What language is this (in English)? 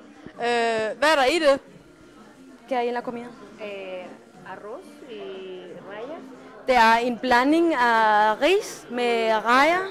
Danish